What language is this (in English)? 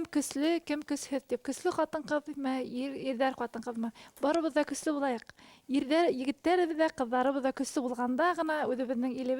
Bashkir